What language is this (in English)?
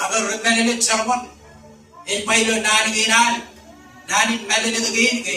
Marshallese